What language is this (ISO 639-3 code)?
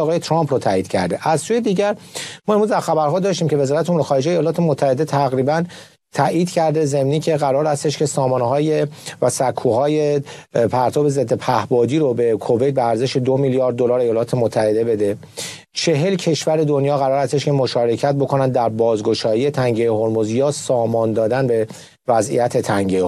fas